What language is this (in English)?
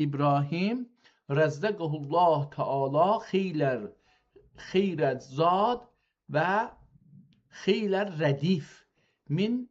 South Azerbaijani